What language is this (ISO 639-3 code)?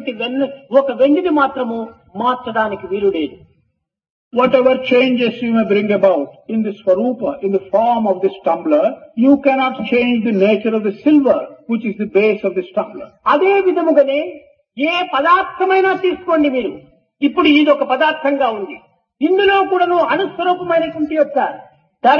tel